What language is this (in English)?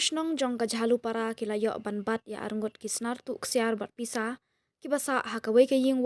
Khasi